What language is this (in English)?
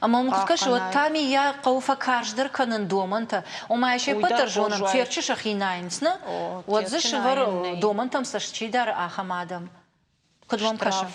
Ossetic